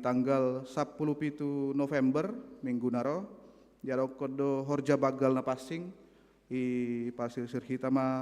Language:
Batak Simalungun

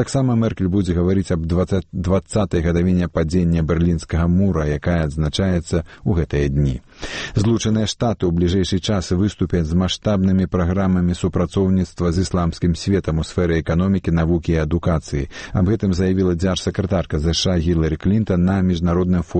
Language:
Belarusian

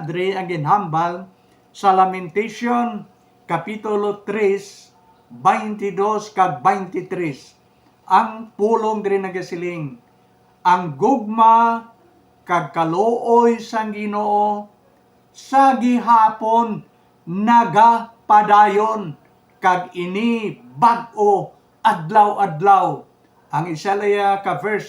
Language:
Hiligaynon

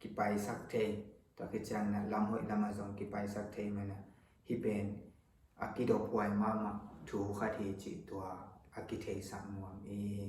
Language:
Tedim Chin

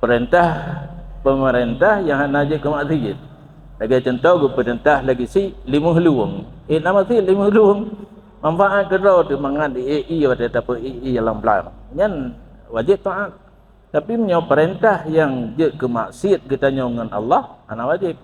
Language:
Achinese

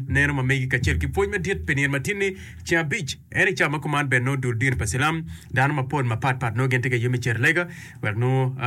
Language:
Acoli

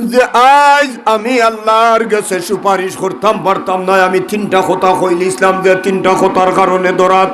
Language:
Sylheti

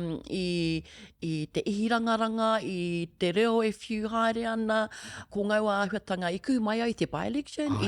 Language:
Māori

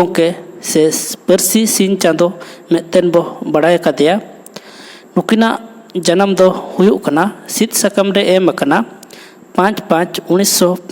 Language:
Santali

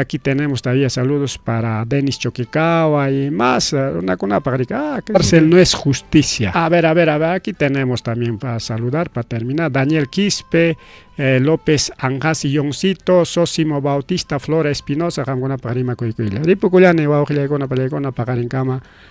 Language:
Ayacucho Quechua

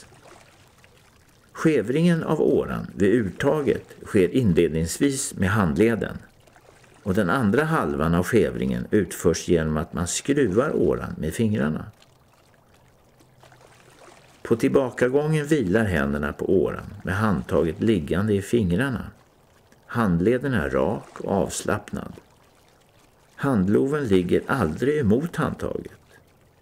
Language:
Swedish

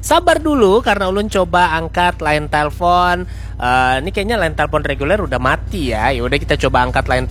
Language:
Banjar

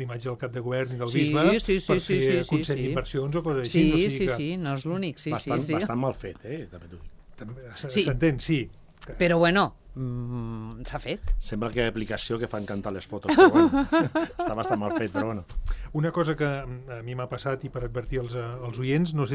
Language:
Catalan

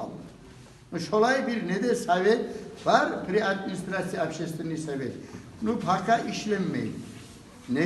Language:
Kumyk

